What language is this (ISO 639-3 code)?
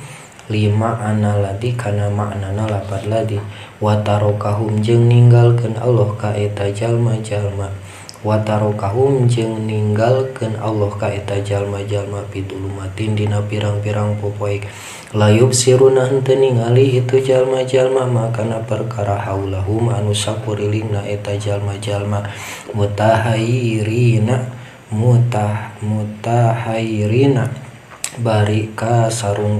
sun